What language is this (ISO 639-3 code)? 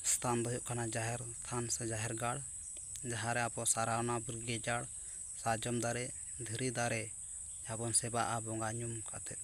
sat